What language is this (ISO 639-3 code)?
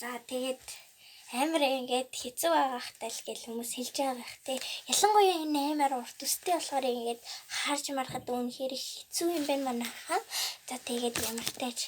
mon